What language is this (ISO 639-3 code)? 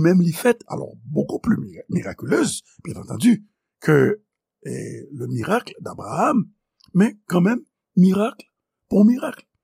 hat